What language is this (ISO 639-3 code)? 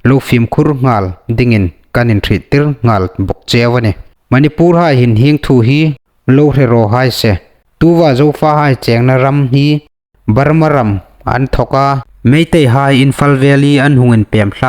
hmr